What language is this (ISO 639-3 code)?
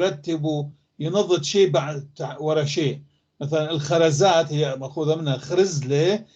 apc